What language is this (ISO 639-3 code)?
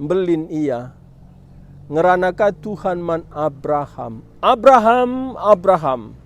btx